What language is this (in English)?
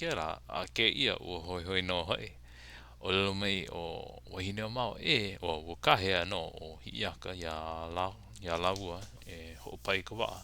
Hawaiian